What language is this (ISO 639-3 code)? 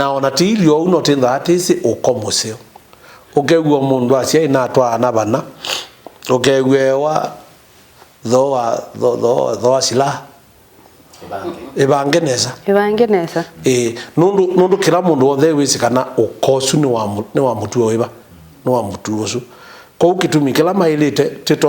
kam